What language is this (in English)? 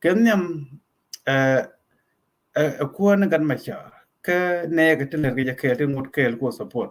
Nuer